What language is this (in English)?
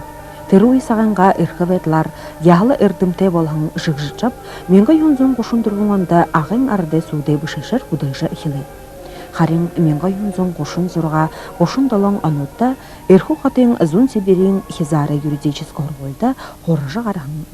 Buriat